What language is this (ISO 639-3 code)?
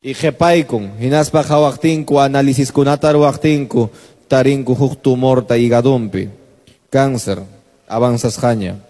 que